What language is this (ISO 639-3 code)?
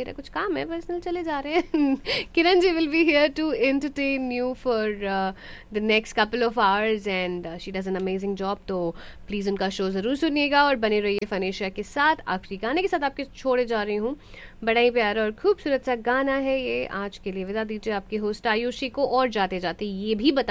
hin